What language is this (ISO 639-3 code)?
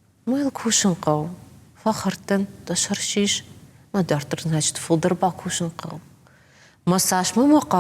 oss